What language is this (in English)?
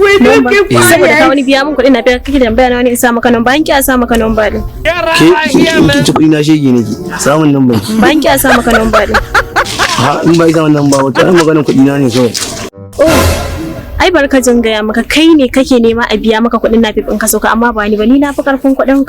Hausa